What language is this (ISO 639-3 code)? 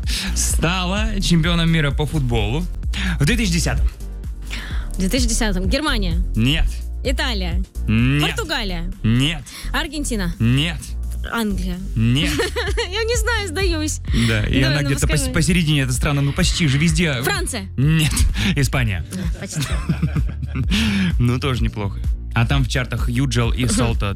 rus